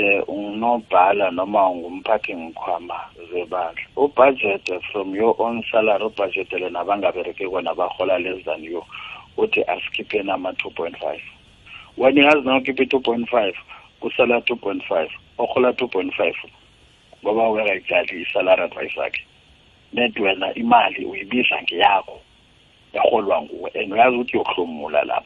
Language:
South Ndebele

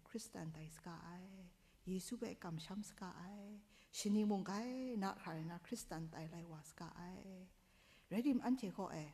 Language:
Kachin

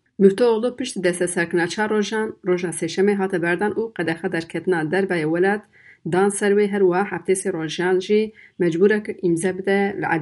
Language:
Kurdish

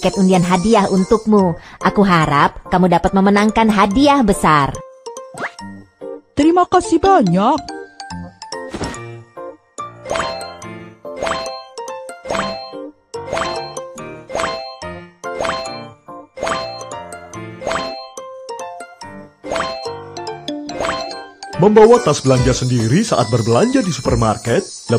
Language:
Indonesian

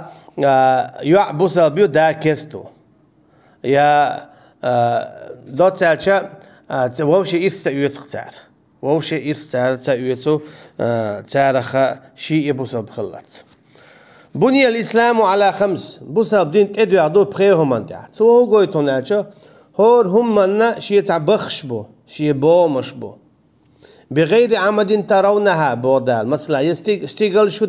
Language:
Chechen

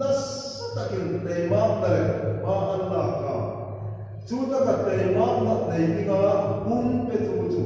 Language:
Hmar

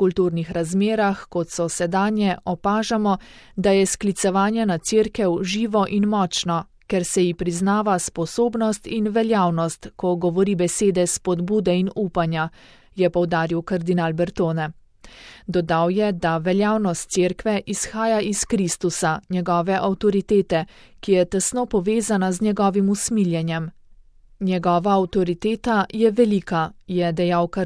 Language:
Slovenian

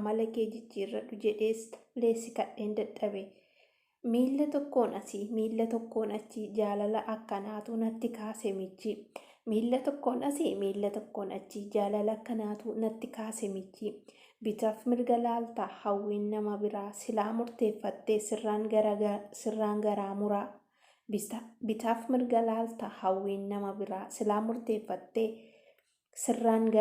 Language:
Oromo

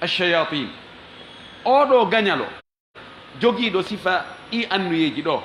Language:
Fula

